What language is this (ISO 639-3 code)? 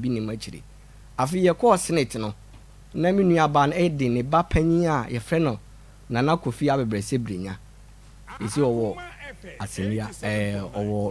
aka